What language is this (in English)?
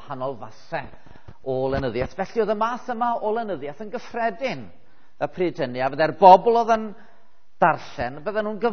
Welsh